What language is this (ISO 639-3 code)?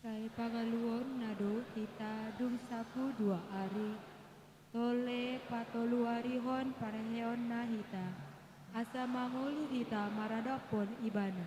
bbc